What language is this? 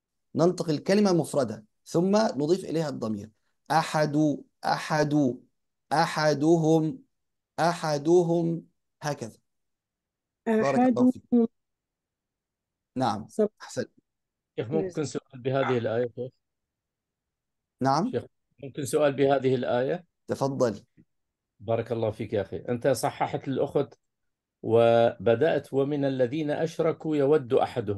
Arabic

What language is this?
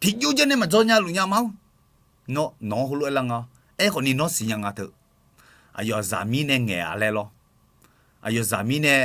Akha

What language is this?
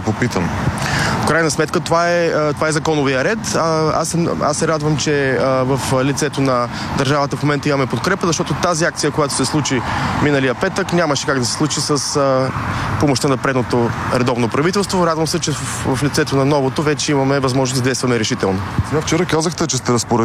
Bulgarian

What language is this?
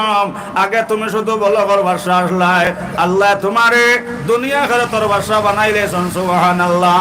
Sylheti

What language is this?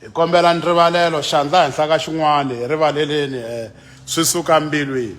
Tsonga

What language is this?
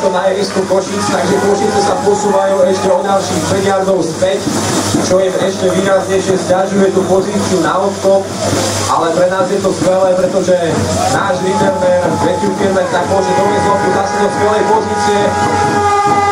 Slovak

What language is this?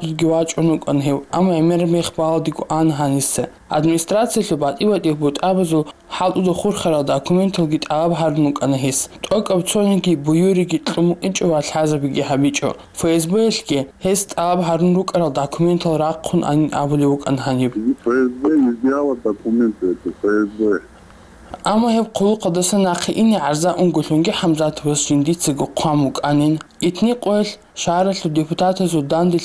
Avaric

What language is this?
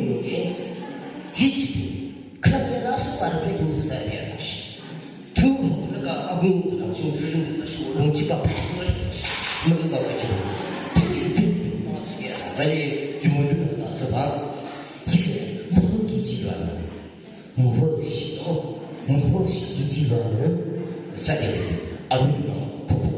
Yimchungru Naga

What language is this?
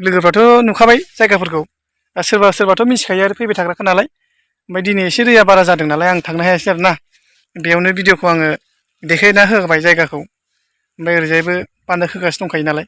Bodo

